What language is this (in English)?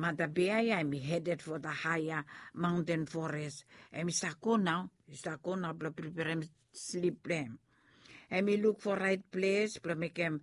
Bislama